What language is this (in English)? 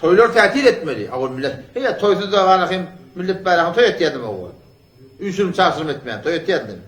Turkmen